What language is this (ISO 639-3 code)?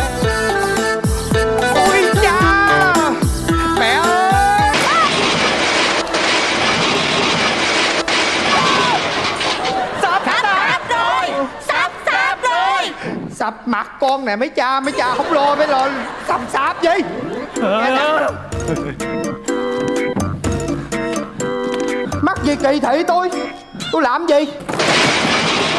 vie